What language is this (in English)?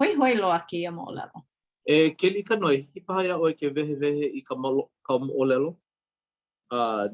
Hawaiian